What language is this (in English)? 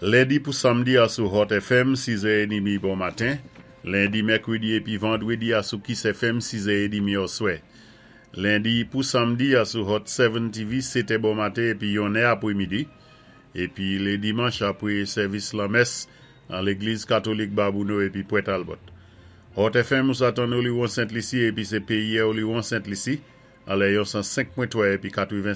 Saint Lucian Creole French